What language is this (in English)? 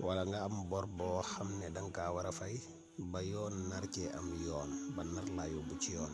Wolof